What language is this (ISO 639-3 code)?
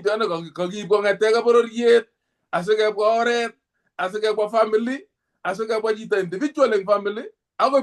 kln